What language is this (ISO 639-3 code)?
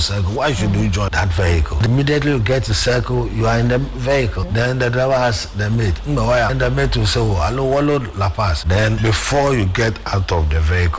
aka